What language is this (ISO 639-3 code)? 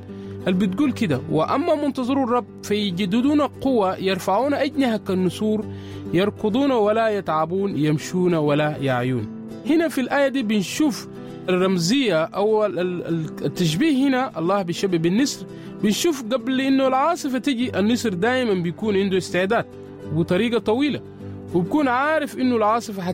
apd